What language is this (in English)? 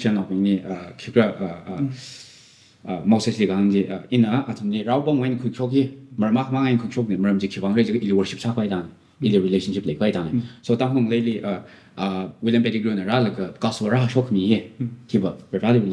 Tangkhul Naga (India)